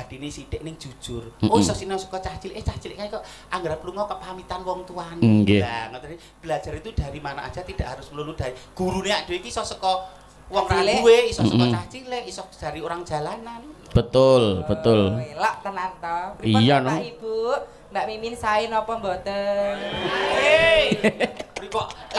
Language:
Javanese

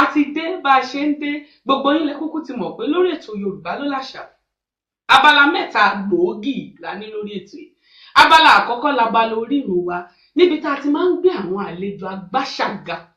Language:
Yoruba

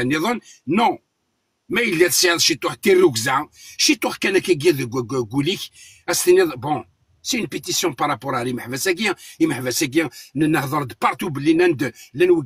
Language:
Kabyle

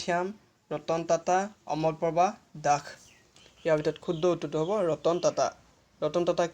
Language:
Assamese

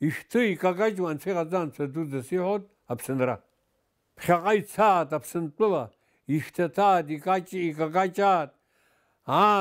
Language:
Abkhazian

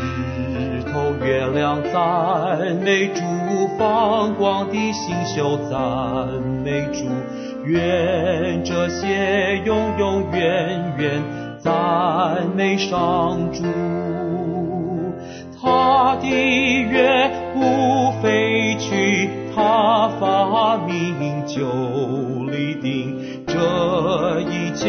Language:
Chinese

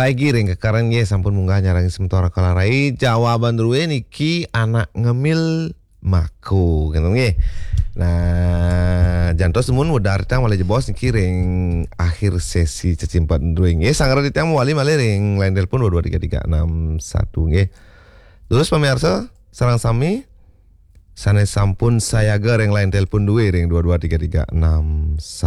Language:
Balinese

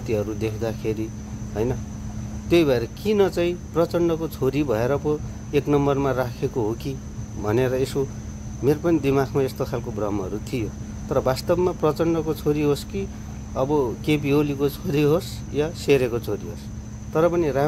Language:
Nepali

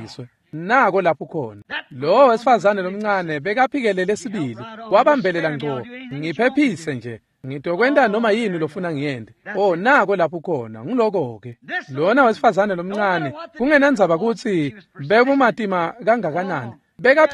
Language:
Swati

